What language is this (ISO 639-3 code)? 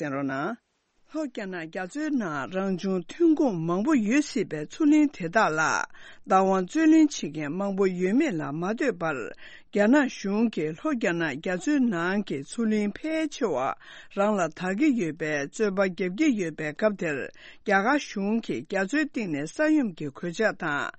bod